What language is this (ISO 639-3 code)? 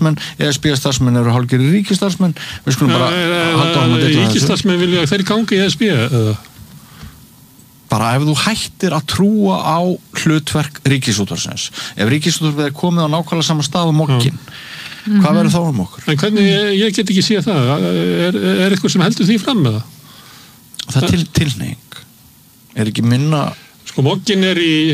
isl